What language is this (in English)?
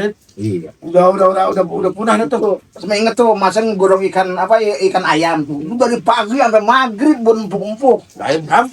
Betawi